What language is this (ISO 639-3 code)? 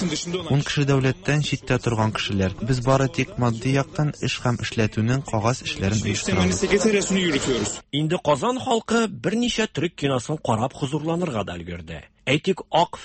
tat